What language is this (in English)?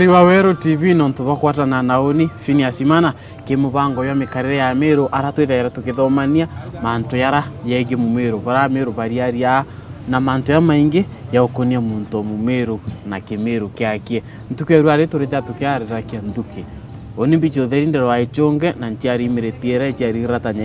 Meru